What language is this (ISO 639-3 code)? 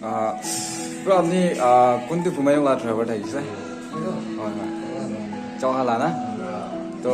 nag